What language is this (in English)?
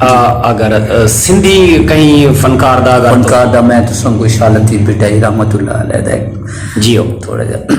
Saraiki